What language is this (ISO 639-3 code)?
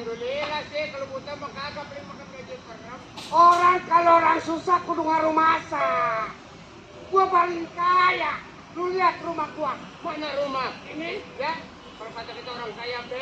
bew